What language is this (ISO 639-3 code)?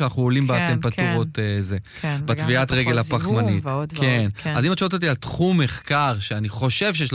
heb